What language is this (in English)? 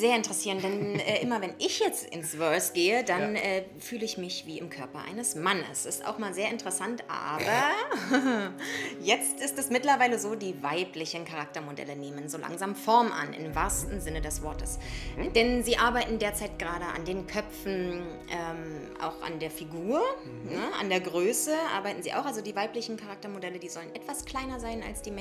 German